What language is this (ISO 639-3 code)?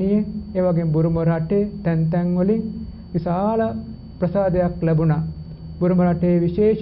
sin